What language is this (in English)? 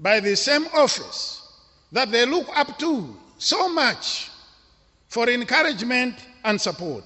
English